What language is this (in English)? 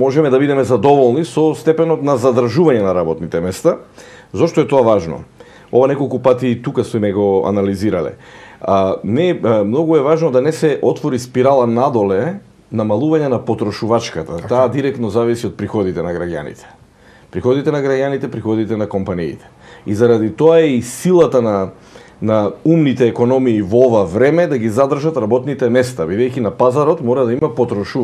Macedonian